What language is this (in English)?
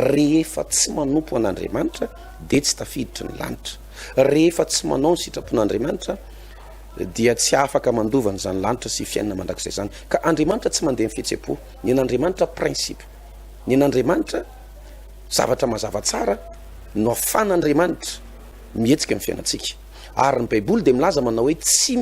Malagasy